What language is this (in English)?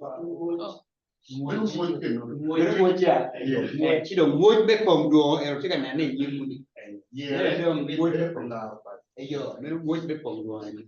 Acoli